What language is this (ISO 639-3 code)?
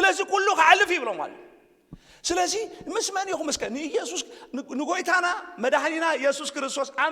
tir